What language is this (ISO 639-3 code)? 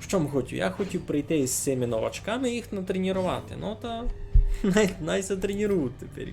rue